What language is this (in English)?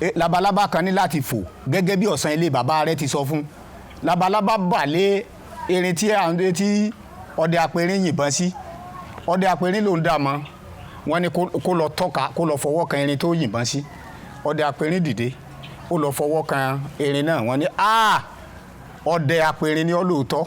Yoruba